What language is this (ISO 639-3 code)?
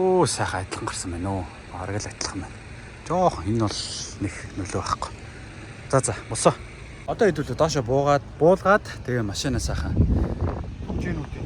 mon